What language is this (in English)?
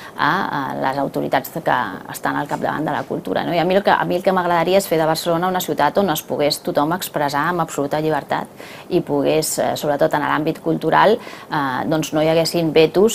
Catalan